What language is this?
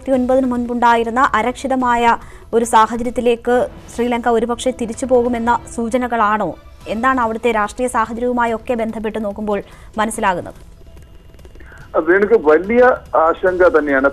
Malayalam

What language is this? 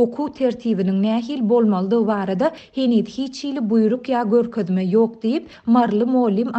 Turkmen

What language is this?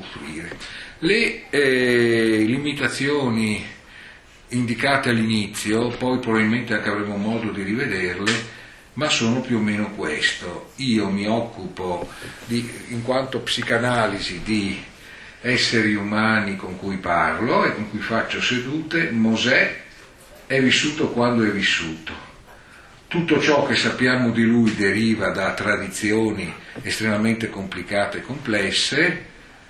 Italian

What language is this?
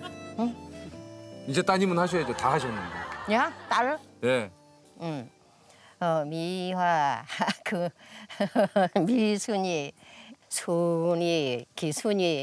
Korean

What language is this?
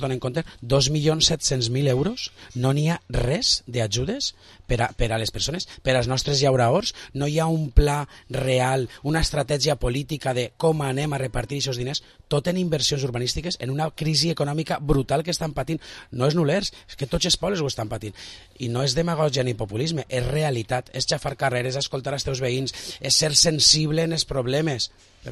Catalan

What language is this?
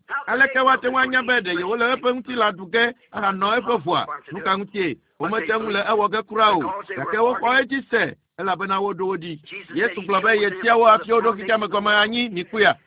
Ewe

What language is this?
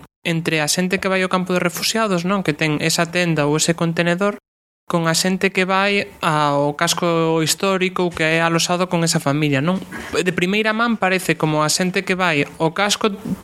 Galician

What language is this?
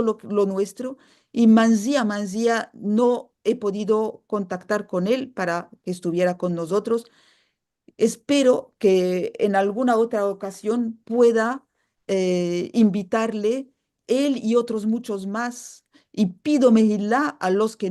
Ladino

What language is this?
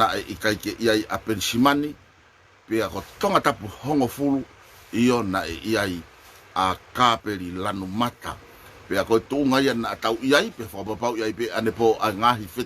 Tongan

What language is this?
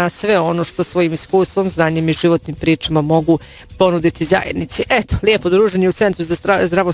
Bosnian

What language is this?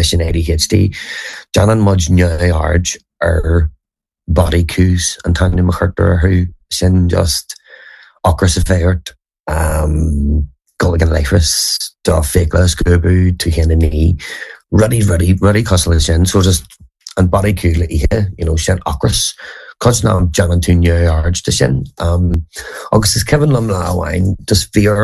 Irish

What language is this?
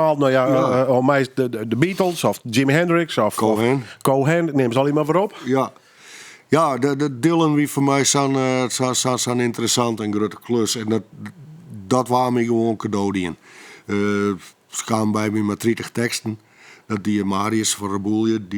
Western Frisian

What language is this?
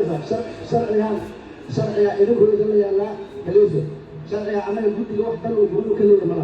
Somali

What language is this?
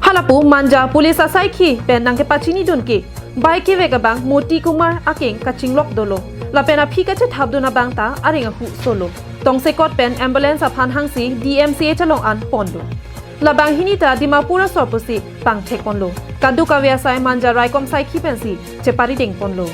Karbi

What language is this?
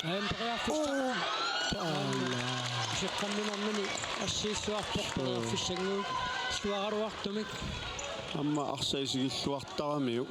Kalaallisut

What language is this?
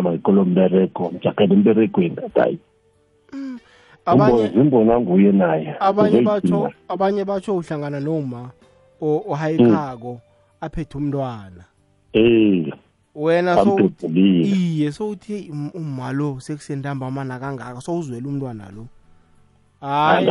South Ndebele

